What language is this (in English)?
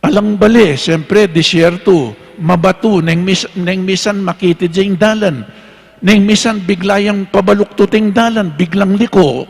Pampanga